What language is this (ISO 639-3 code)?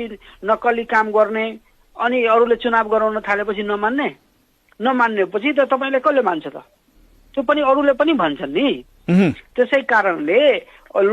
nep